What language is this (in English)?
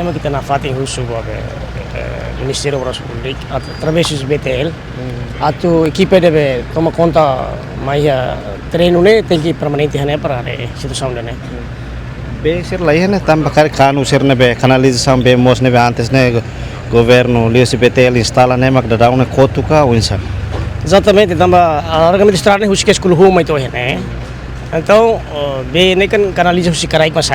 Tetum